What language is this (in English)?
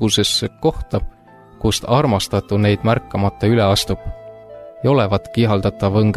Estonian